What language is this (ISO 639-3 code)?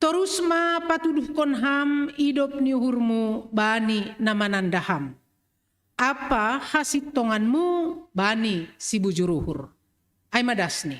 bts